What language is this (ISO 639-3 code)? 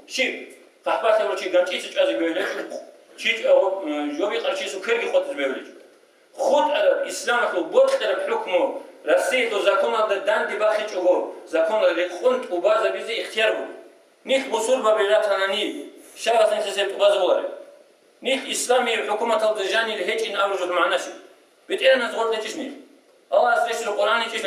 ava